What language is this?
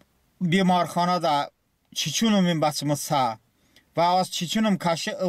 Talysh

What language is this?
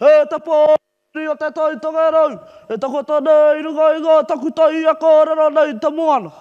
Māori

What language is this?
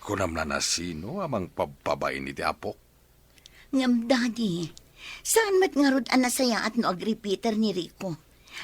Iloko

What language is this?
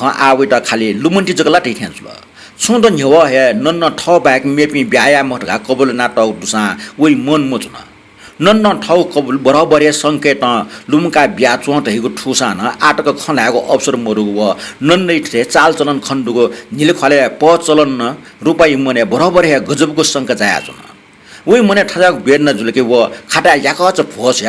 Newari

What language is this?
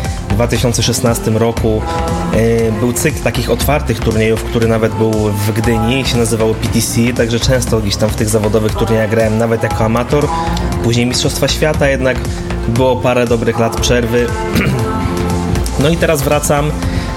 Polish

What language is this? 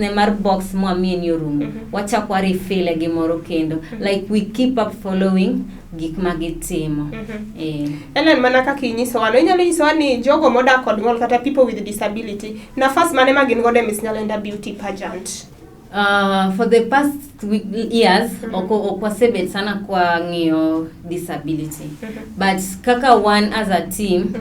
Luo (Kenya and Tanzania)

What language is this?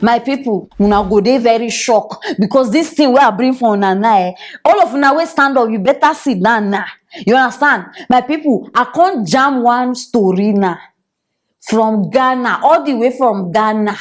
Nigerian Pidgin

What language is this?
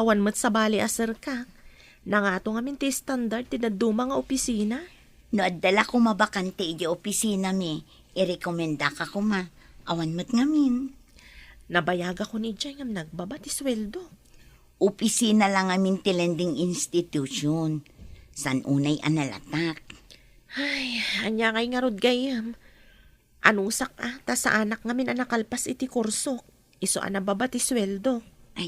Iloko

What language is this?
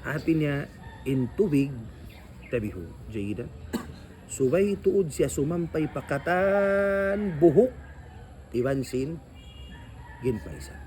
Tausug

